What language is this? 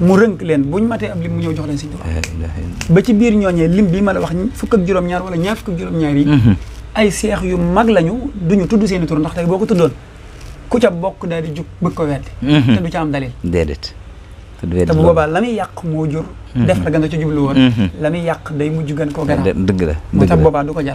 Wolof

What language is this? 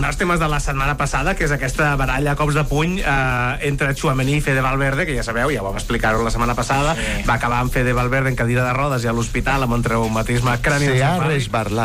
Catalan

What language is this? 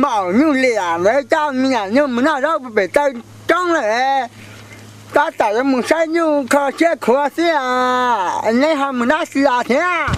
Hmong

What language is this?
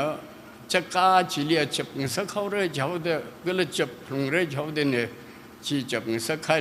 Tangkhul Naga (India)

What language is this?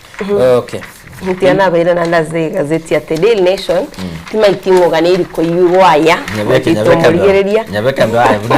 Gusii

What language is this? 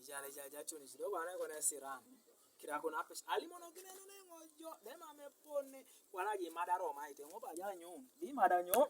Teso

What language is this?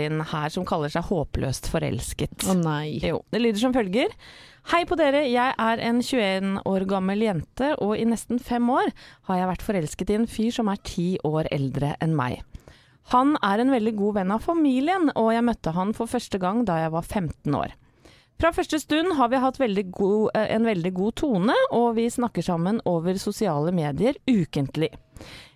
Norwegian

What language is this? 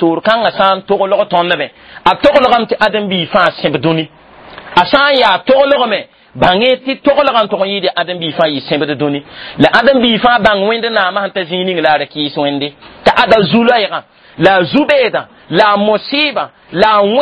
Mossi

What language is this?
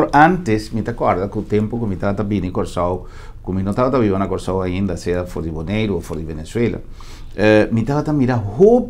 Papiamento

